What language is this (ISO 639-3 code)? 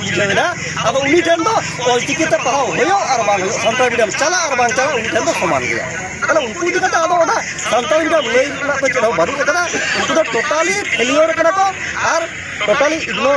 sat